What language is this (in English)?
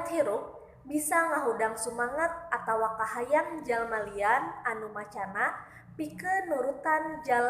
Sundanese